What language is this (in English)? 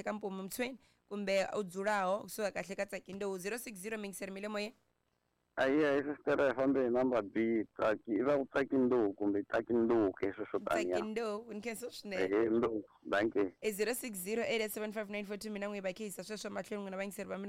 Tsonga